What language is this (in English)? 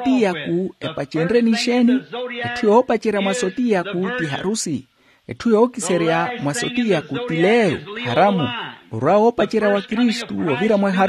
Makhuwa